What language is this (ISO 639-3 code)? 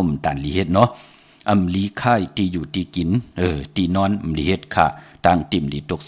shn